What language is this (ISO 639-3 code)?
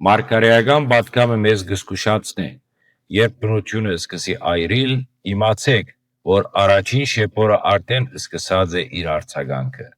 hyw